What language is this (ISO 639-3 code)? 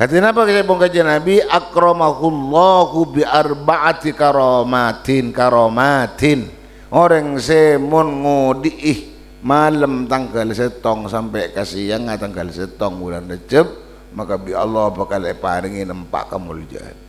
mad